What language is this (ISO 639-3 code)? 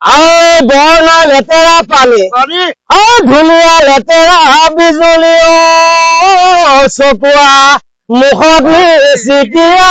asm